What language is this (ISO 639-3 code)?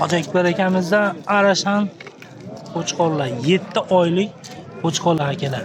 uzb